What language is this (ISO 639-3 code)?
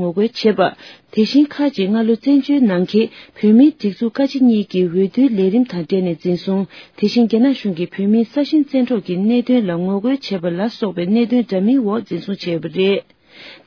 bod